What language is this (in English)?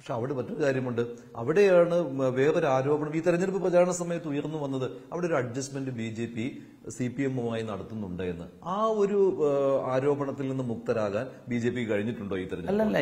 Malayalam